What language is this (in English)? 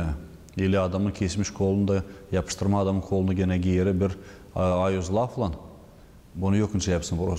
Gagauz